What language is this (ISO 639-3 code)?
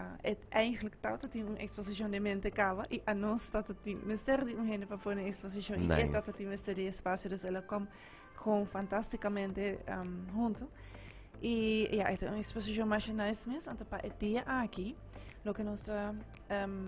pap